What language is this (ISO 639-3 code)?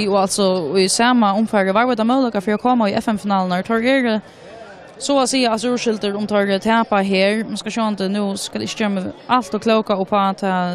fao